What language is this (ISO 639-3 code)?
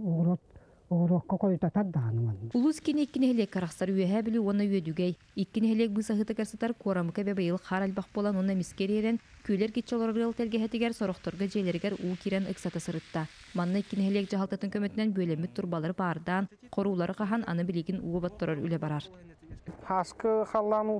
sah